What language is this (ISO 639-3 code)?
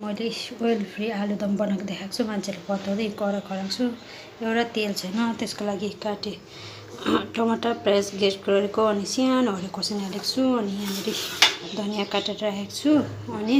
nep